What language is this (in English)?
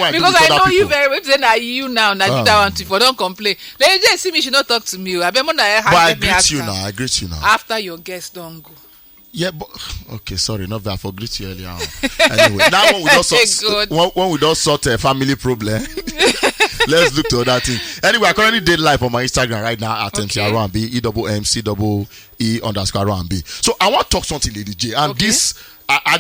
Nigerian Pidgin